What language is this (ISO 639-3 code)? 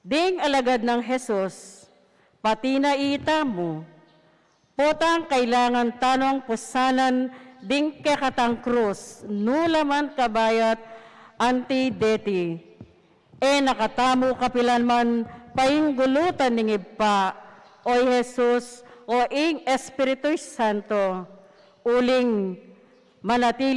pam